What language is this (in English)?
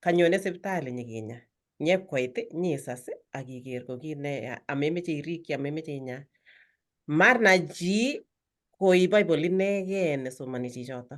Kalenjin